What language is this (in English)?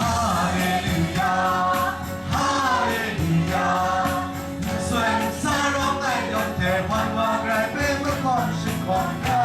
Kachin